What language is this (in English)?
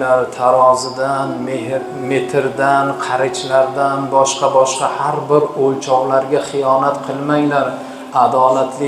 Uzbek